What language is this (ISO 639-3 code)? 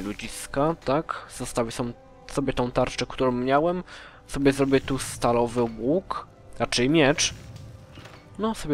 pol